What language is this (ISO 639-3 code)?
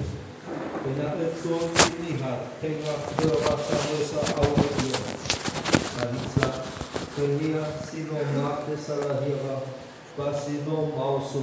nia